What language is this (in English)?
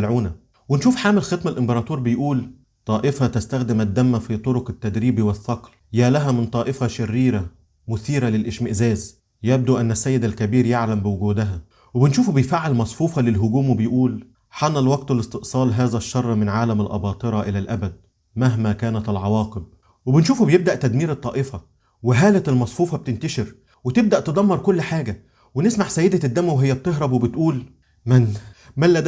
Egyptian Arabic